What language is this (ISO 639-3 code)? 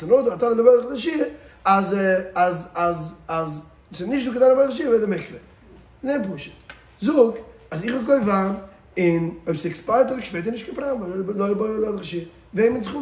yid